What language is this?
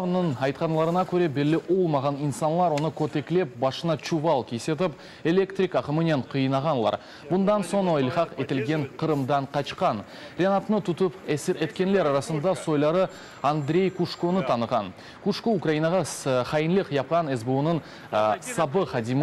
Crimean Tatar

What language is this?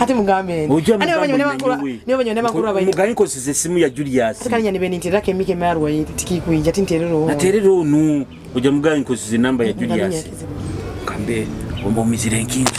Nyoro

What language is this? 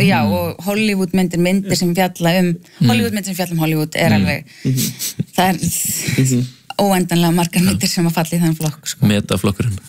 Icelandic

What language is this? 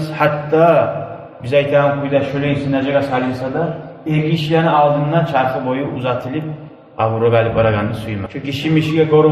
Kumyk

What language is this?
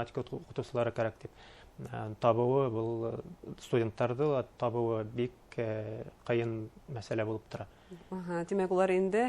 Bashkir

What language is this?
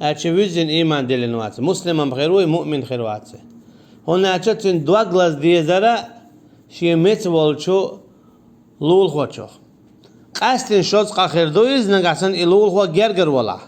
Chechen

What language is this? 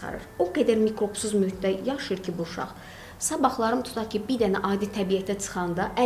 Azerbaijani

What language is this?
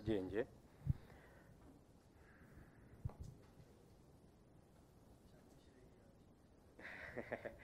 Kinyarwanda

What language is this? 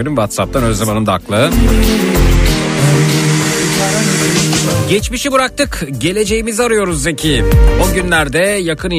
Turkish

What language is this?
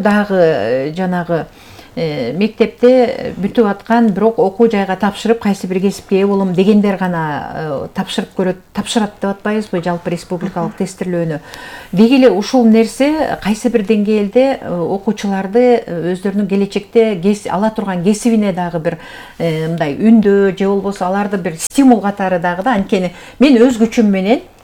Kyrgyz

